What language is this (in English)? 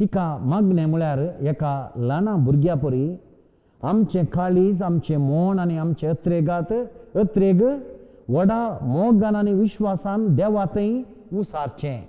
Konkani